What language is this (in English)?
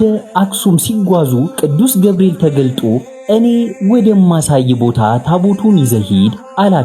Amharic